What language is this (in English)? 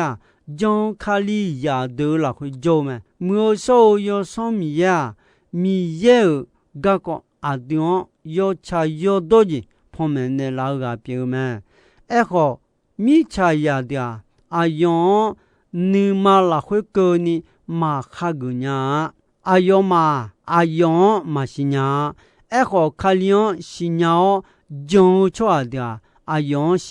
Akha